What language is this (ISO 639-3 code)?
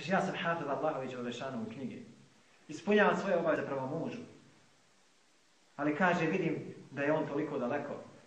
bos